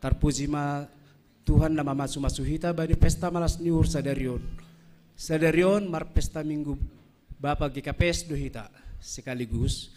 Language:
Batak Simalungun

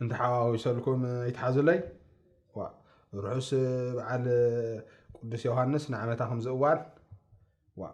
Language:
Tigrinya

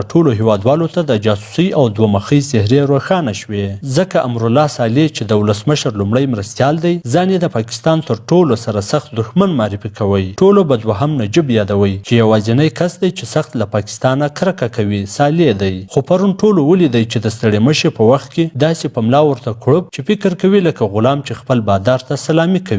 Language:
Pashto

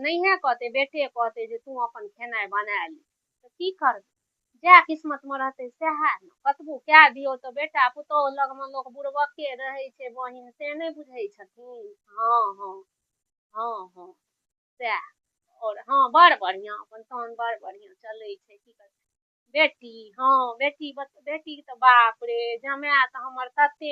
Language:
Maithili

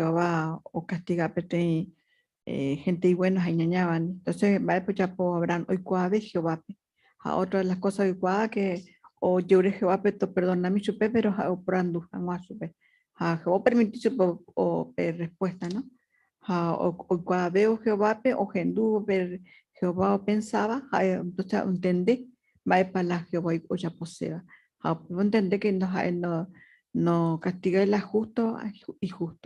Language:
Guarani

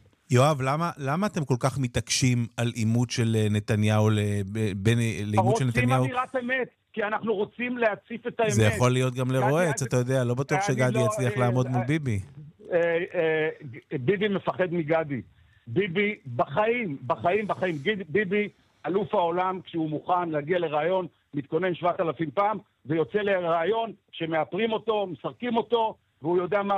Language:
Hebrew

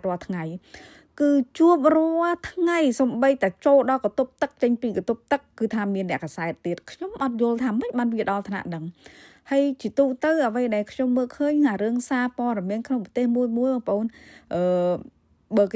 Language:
Khmer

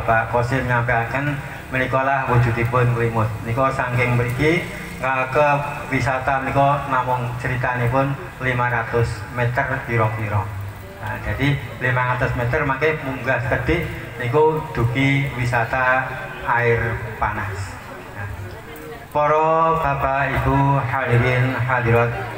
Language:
Javanese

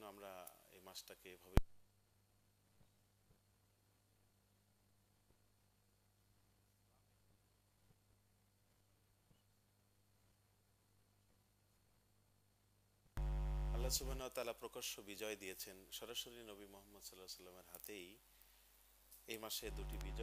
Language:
Bangla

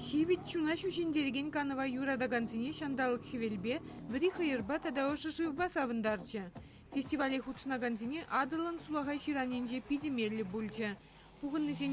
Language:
Chuvash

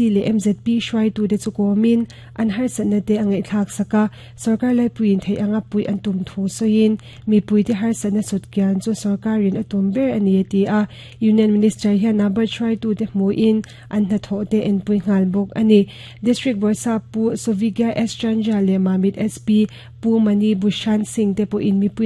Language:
Mizo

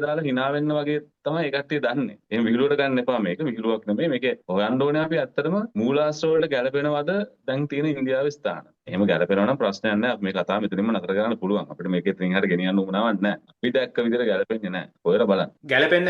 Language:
Sinhala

